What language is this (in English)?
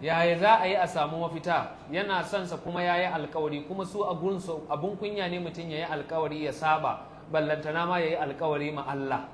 Hausa